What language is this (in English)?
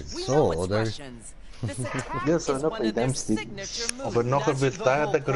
Swiss German